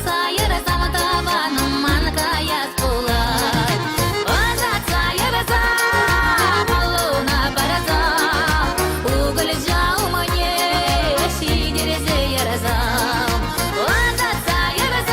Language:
Chuvash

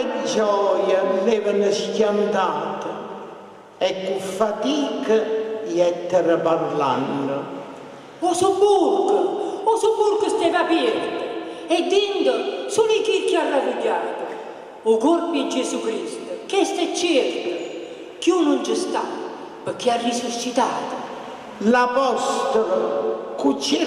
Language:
Neapolitan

